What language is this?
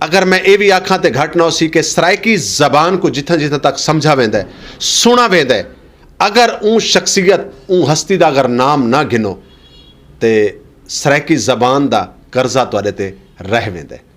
Saraiki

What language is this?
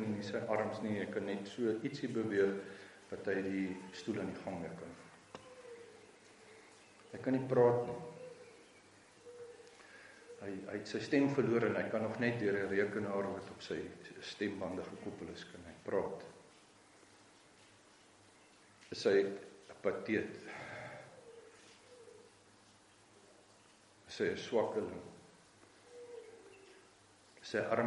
Afrikaans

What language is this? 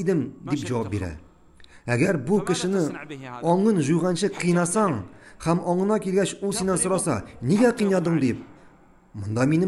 Tatar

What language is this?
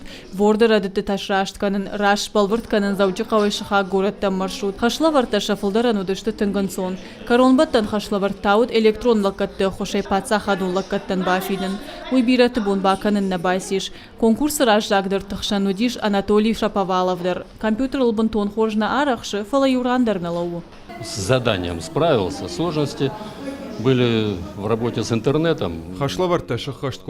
Ossetic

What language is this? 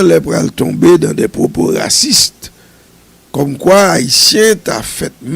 Haitian Creole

